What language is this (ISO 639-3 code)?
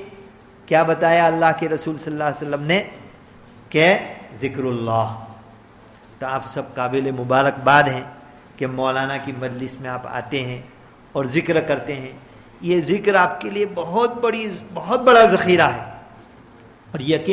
urd